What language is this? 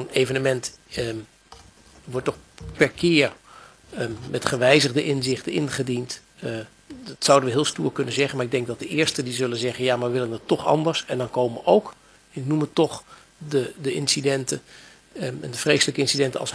Dutch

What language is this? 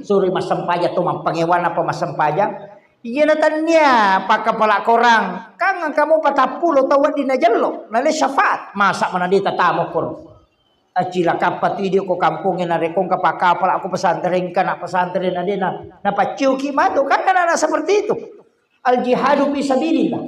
Buginese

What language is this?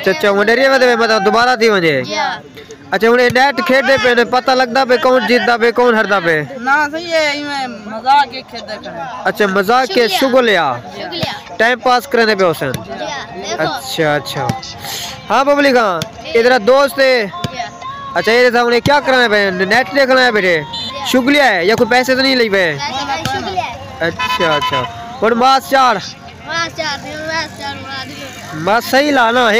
Saraiki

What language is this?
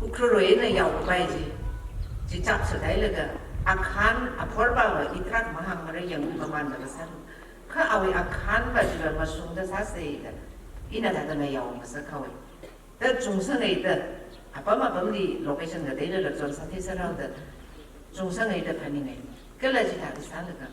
Tangkhul Naga (India)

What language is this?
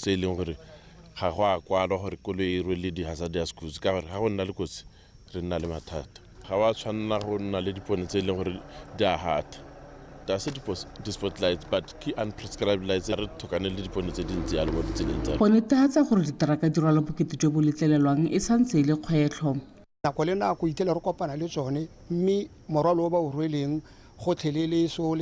Tswana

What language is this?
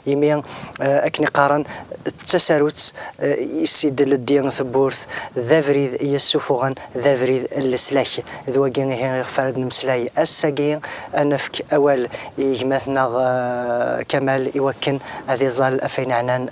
Kabyle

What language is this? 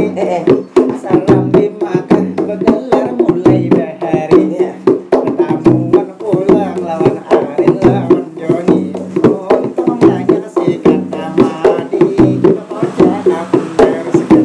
Banjar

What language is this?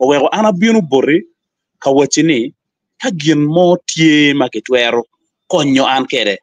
Acoli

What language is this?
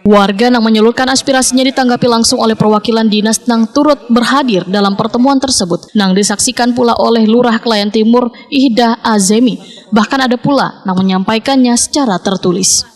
Banjar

